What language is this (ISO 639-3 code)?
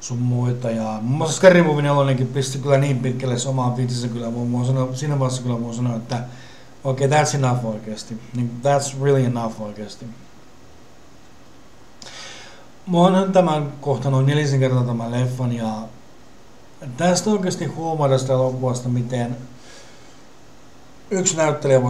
fin